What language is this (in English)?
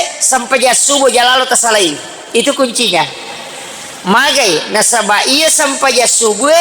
Buginese